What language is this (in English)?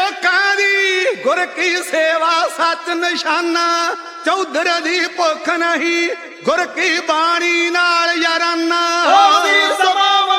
Punjabi